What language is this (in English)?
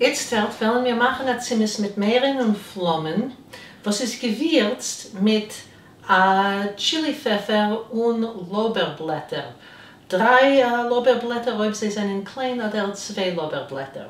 Yiddish